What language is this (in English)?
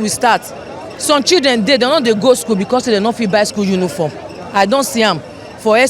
Nigerian Pidgin